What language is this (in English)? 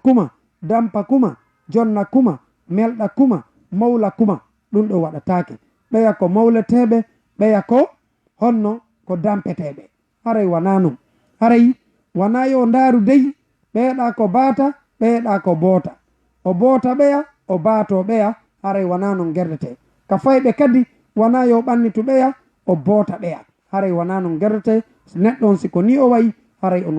Fula